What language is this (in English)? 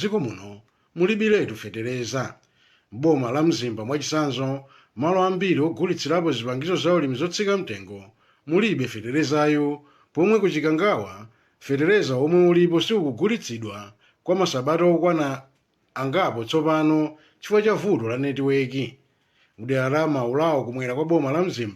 Nyanja